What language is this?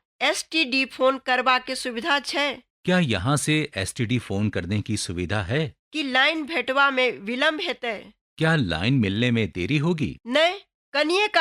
Maithili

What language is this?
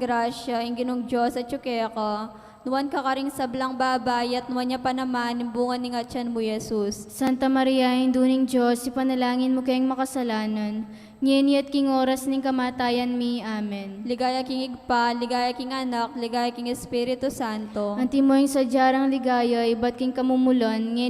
Pampanga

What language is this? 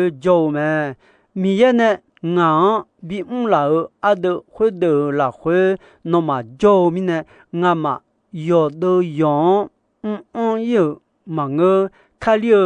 Akha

